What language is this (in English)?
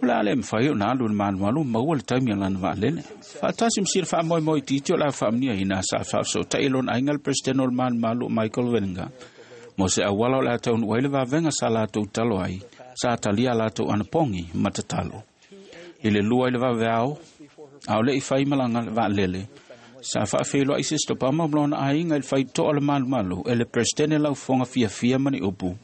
Samoan